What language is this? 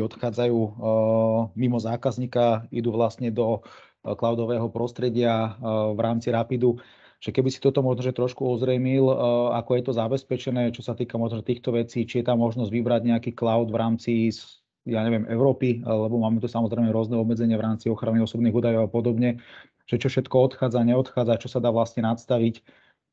Slovak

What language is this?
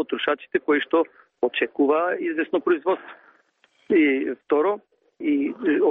Macedonian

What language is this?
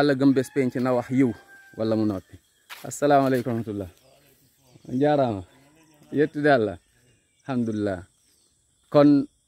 Wolof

